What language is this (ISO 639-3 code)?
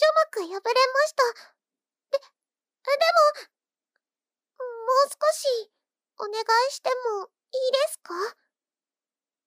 jpn